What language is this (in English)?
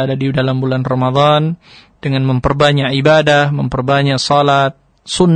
Indonesian